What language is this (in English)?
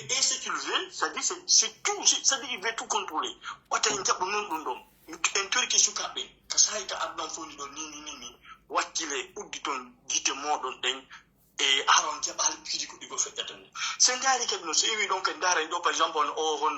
Pular